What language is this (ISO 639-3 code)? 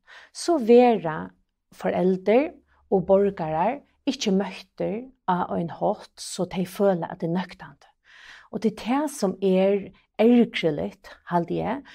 fao